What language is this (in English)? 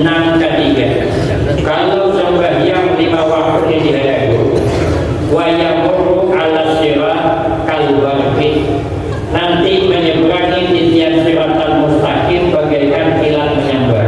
Banjar